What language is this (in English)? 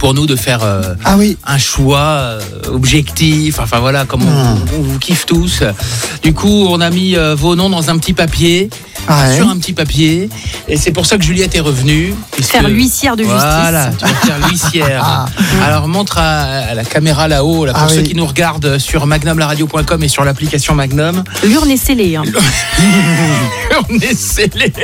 French